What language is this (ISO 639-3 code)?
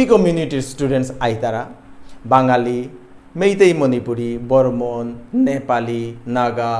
bpy